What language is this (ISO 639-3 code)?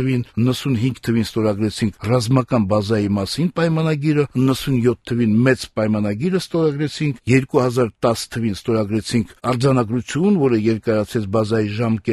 hye